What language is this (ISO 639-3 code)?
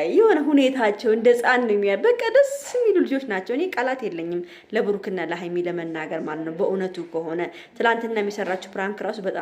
amh